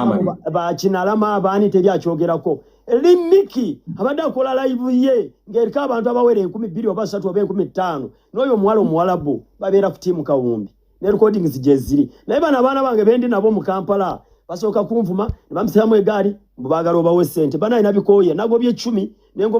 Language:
Ganda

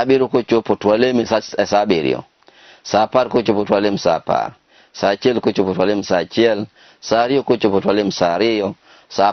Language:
Luo (Kenya and Tanzania)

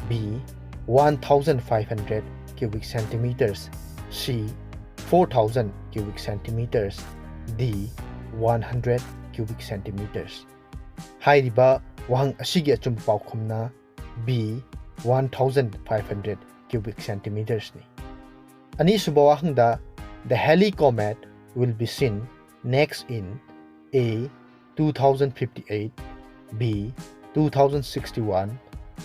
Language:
Manipuri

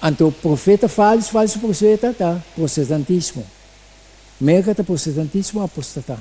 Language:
Papiamento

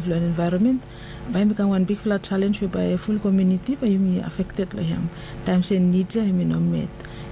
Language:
Bislama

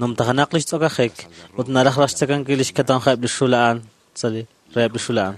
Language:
Kekchí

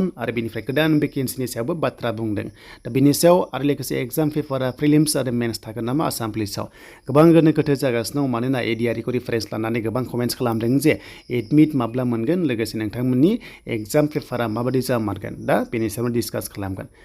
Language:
Bodo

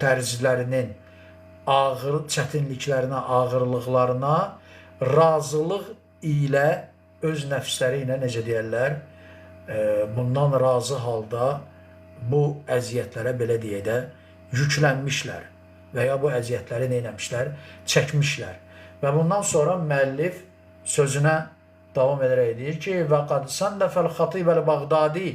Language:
Azerbaijani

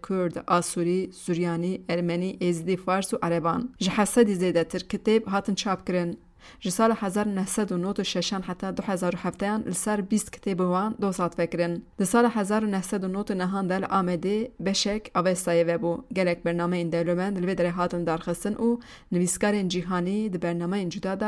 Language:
Kurdish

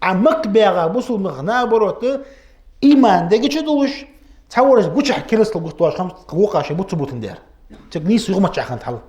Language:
Ingush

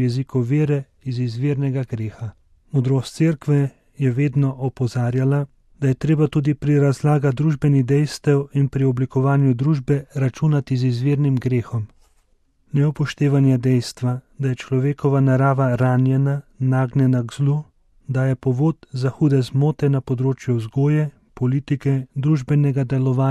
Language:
Slovenian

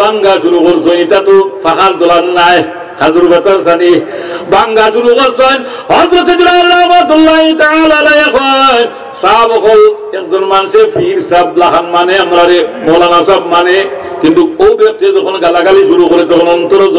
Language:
Sylheti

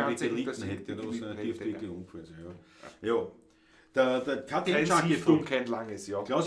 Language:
Bavarian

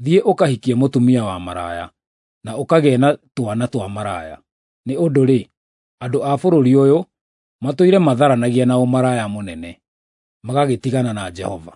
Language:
Kikuyu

